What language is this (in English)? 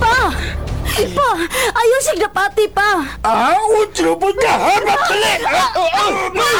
Cebuano